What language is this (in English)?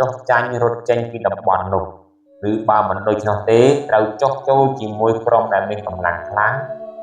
Khmer